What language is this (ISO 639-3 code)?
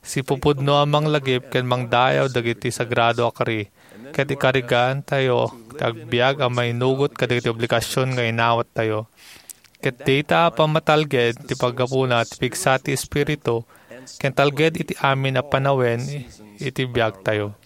ilo